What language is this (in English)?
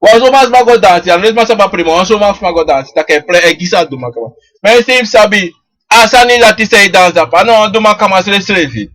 Sranan Tongo